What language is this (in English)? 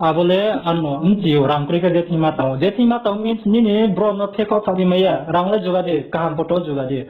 Riang (India)